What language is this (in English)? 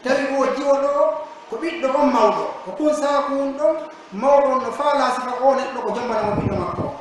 Pular